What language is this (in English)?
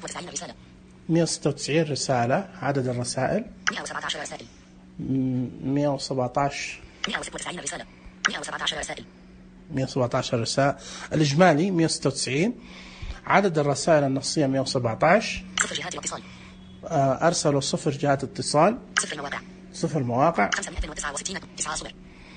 Najdi Arabic